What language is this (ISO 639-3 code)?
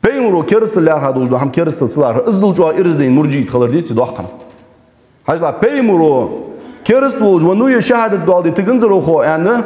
inh